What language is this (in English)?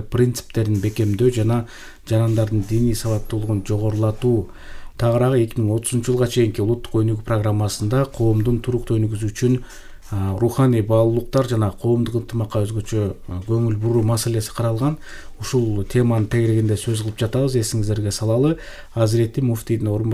Kyrgyz